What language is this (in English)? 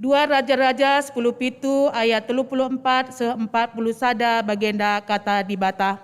Batak Karo